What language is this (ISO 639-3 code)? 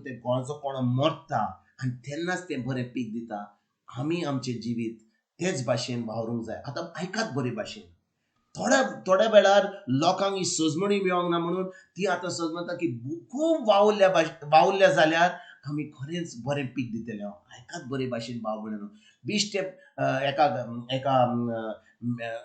kok